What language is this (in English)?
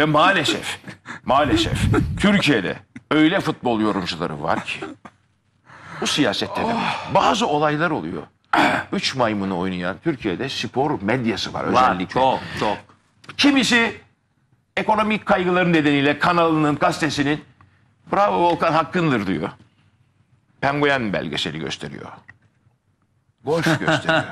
Turkish